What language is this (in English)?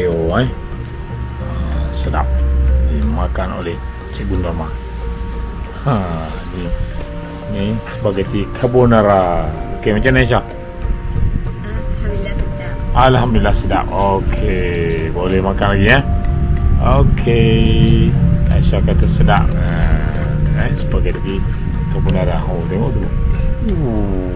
Malay